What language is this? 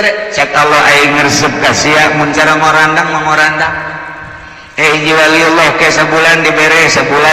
Sundanese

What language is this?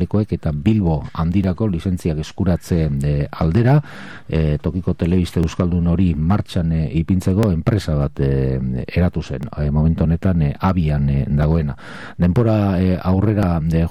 Basque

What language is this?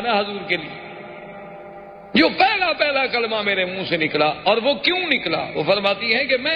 Urdu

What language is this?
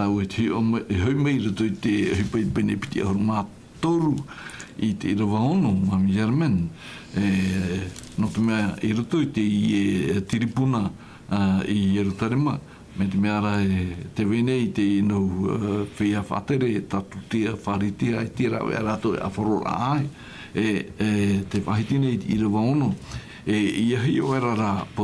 Tahitian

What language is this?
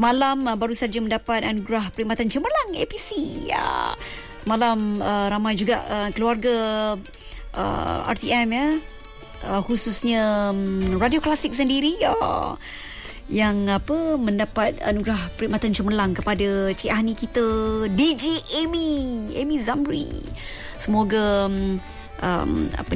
Malay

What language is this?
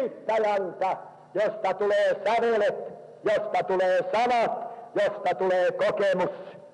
Finnish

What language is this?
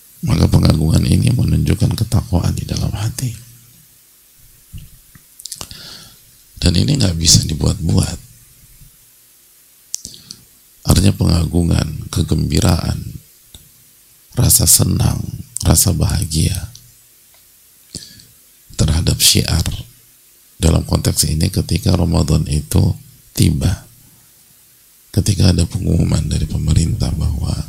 Indonesian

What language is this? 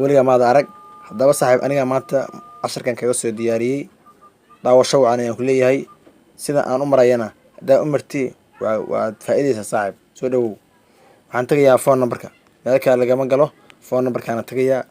Somali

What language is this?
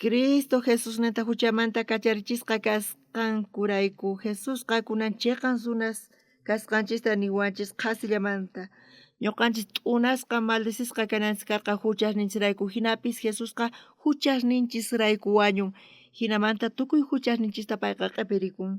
South Bolivian Quechua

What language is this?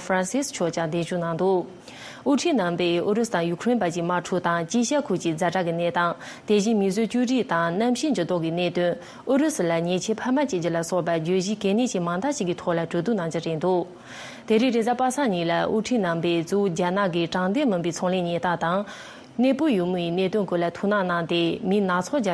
Tibetan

